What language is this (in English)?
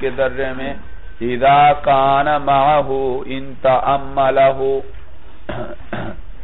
Urdu